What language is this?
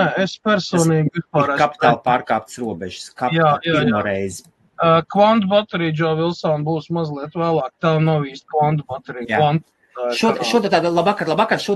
Latvian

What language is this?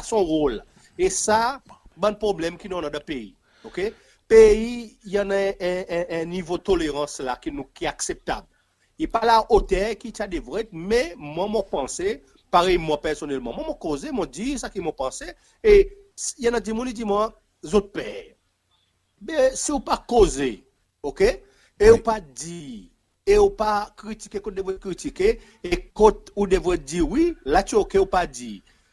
Seselwa Creole French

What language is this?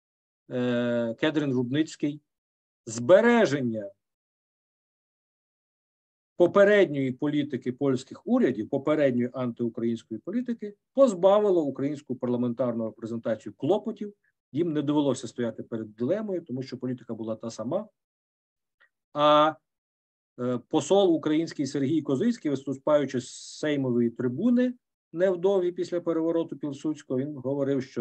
Ukrainian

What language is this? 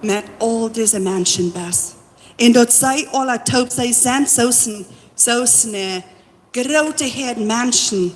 Plautdietsch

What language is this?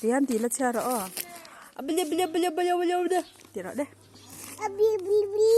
Mizo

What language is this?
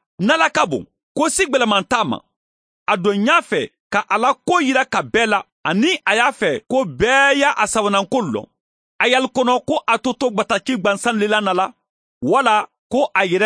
Mandingo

